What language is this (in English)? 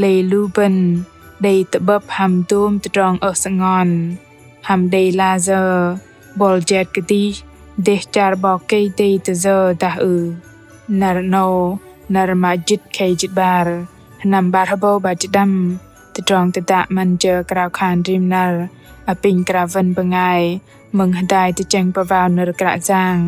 Bahnar